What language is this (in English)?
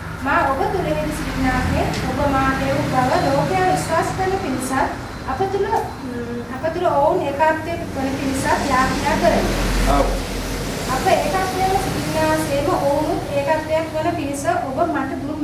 Sinhala